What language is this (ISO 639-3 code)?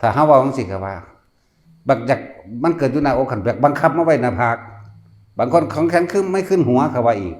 tts